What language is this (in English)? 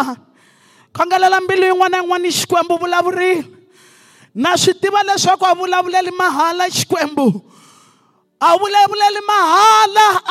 Tsonga